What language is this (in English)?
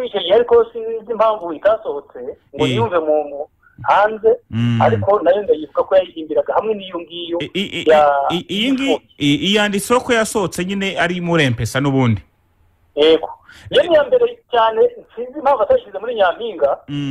Kinyarwanda